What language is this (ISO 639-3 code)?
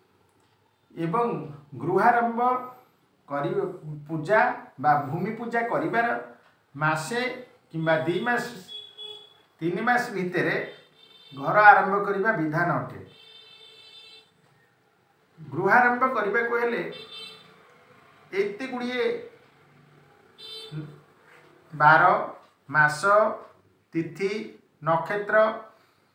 ori